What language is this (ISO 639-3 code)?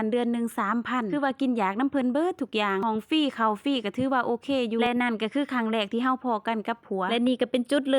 lao